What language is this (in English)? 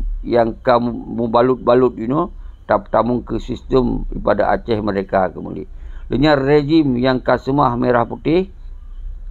Achinese